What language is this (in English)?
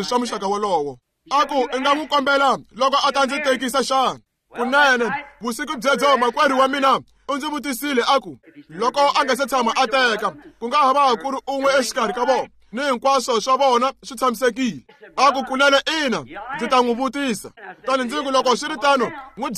Tsonga